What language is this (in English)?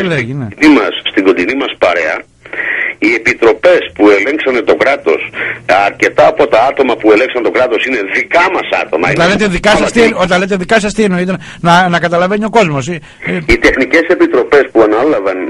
Greek